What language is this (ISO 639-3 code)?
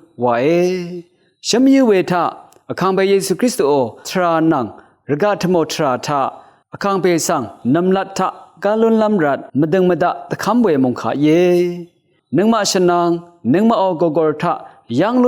raw